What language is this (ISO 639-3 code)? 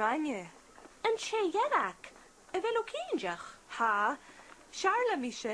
gla